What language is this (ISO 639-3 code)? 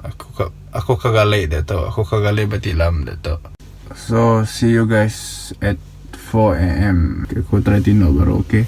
iba